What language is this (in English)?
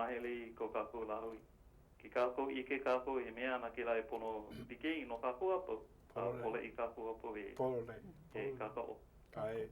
Hawaiian